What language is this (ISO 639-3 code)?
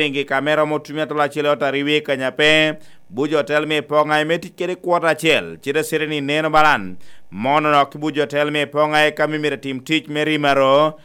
laj